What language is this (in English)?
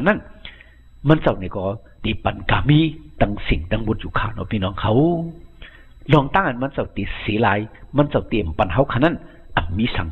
Shan